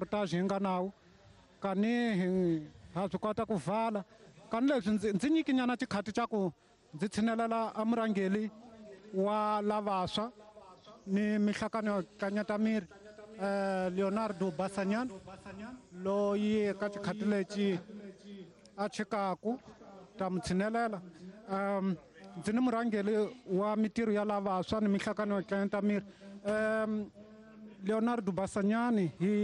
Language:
Tsonga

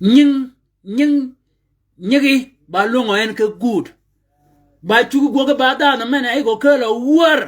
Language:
Shilluk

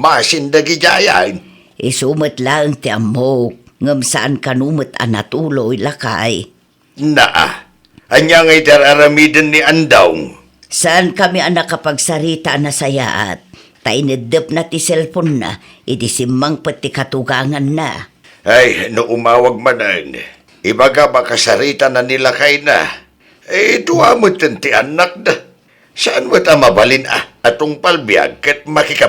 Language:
Iloko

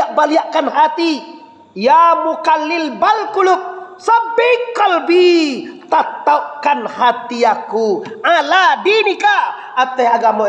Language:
Minangkabau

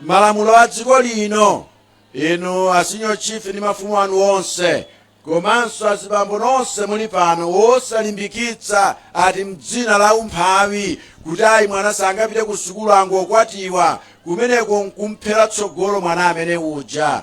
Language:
Nyanja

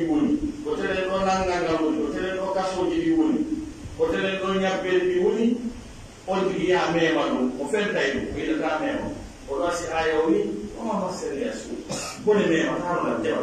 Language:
Pular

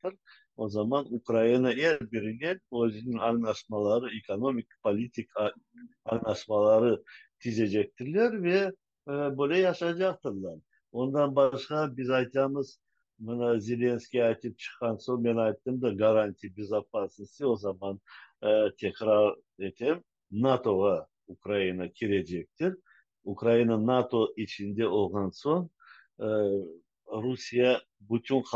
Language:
Crimean Tatar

